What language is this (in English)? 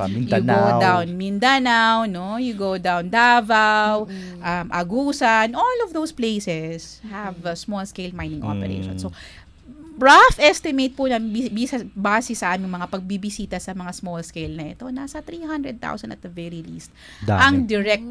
Filipino